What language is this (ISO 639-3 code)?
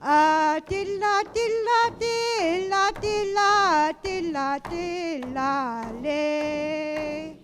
iku